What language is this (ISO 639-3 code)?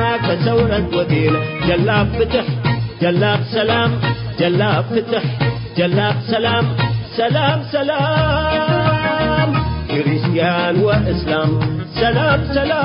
tig